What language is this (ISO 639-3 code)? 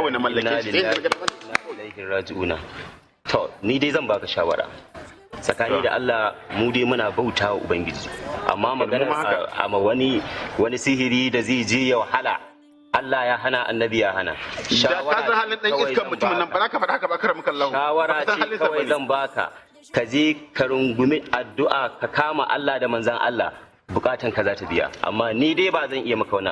hau